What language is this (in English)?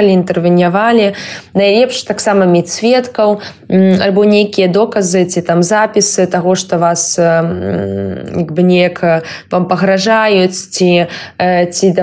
Belarusian